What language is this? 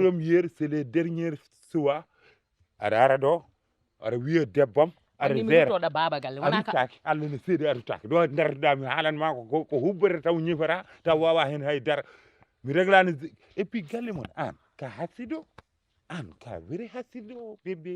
Fula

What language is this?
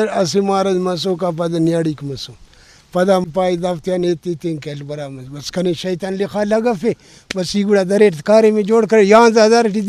Brahui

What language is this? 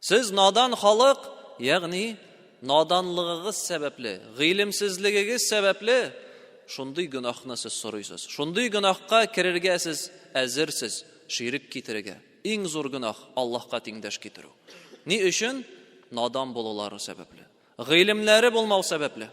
Tatar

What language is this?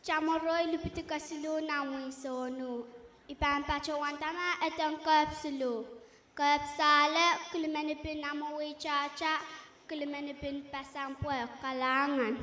Pohnpeian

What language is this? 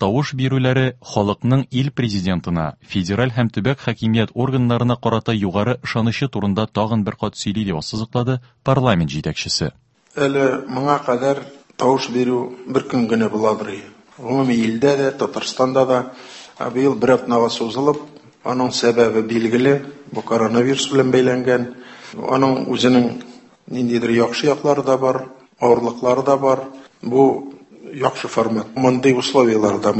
Tatar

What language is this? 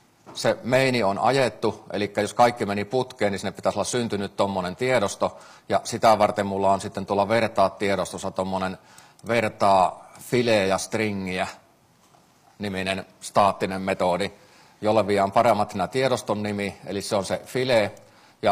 Finnish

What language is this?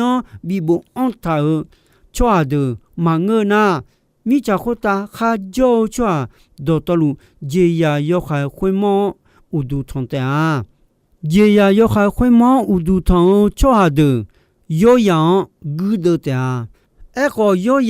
Akha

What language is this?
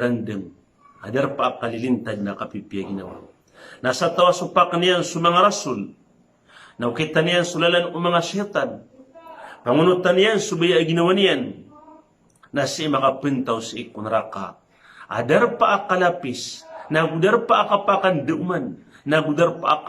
Maranao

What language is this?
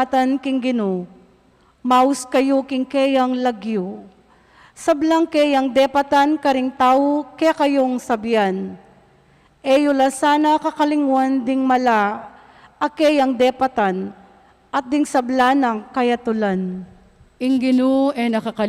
Pampanga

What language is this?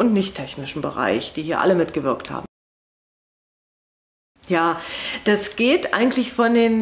German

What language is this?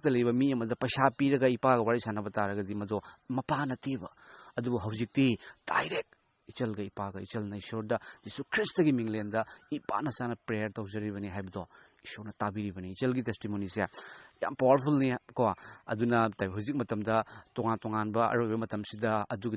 Manipuri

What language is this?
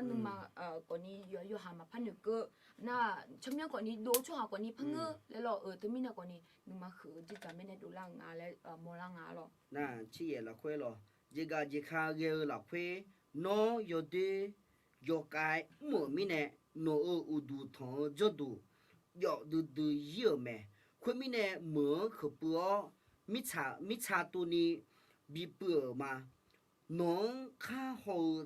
Akha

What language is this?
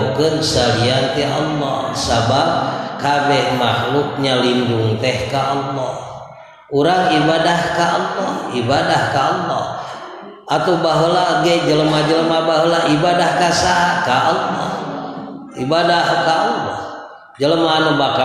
Sundanese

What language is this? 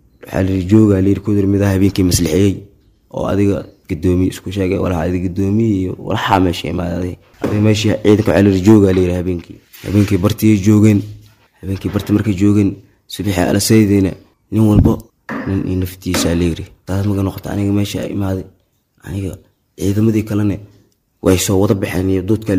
Somali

